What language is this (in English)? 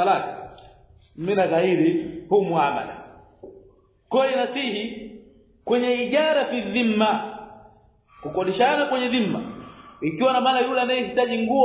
Swahili